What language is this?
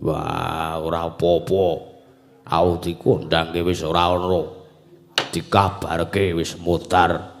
Javanese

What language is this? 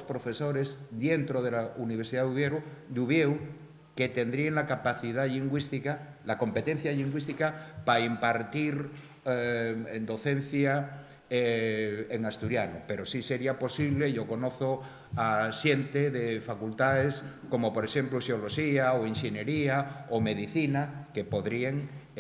Asturian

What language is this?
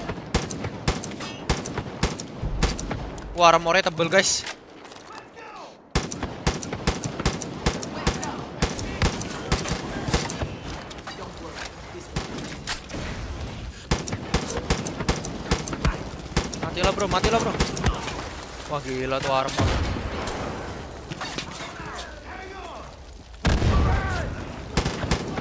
Indonesian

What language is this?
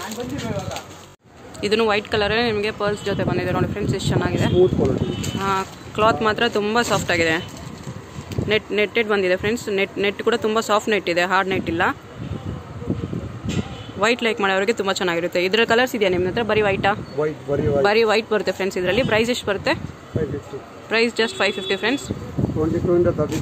Kannada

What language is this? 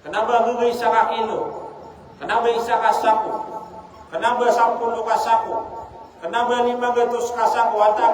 Maranao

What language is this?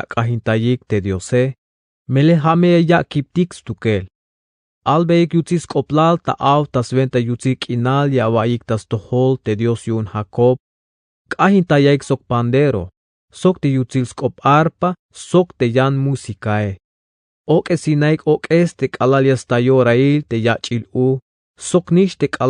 Tzeltal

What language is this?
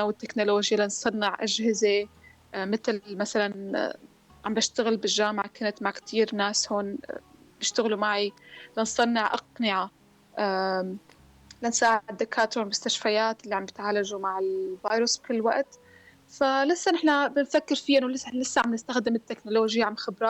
North Levantine Arabic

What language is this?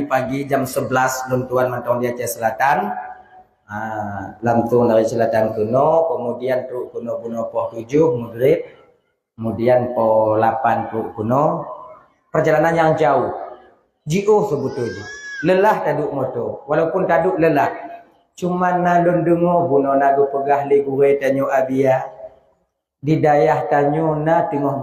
Achinese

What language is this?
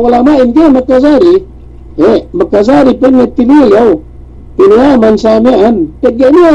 Yakan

